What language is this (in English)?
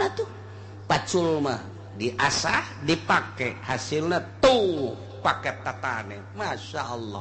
Sundanese